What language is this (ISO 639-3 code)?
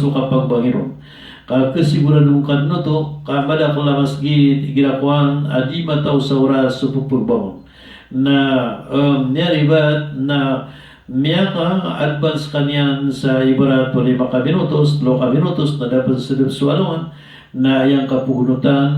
mrw